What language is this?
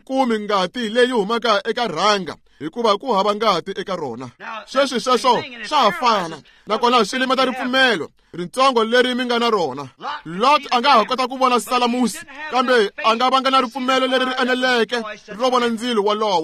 Tsonga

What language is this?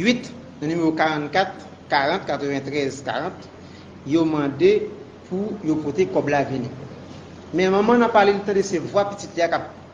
Haitian Creole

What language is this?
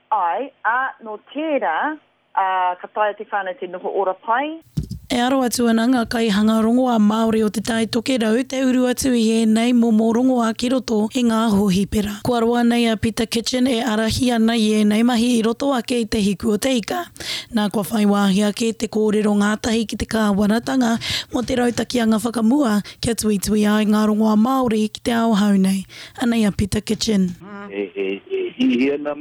Māori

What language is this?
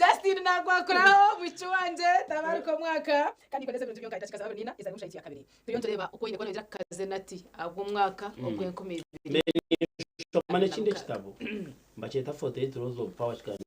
Nyankole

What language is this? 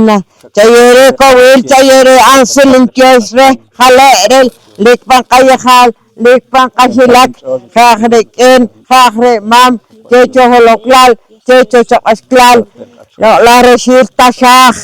Poqomchi'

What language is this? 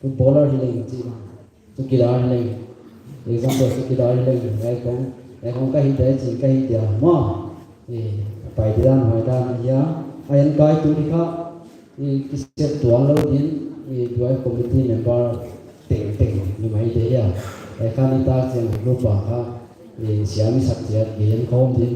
Paite Chin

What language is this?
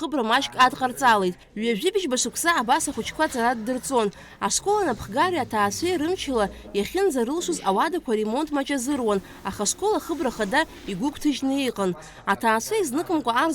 Abkhazian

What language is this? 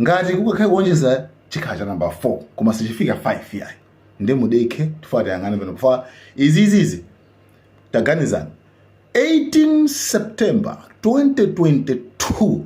Nyanja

